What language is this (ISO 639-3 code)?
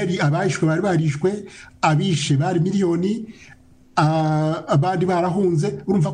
kin